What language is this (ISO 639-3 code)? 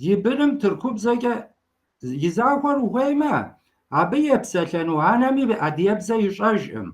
kbd